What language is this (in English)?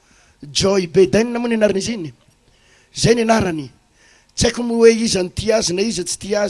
Malagasy